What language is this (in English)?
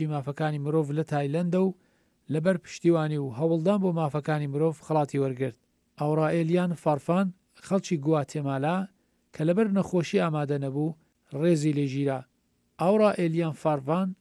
Central Kurdish